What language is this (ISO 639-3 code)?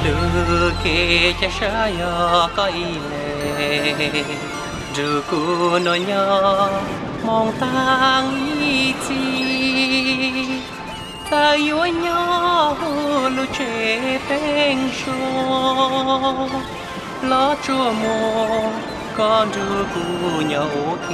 hmn